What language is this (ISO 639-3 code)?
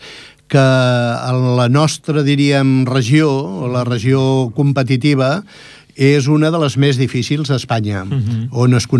cat